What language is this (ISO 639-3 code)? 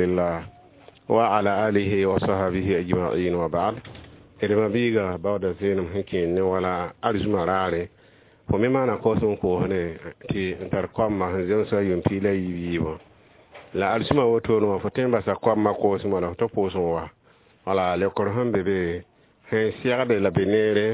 mos